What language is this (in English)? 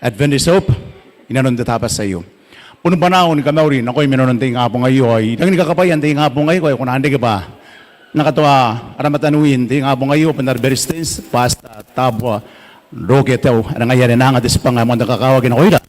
Gilbertese